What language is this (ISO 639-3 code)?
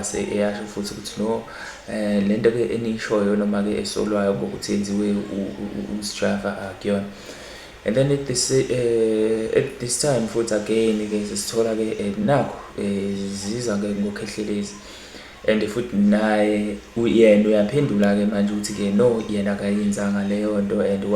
zul